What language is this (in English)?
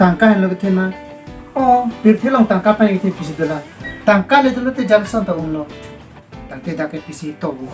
Karbi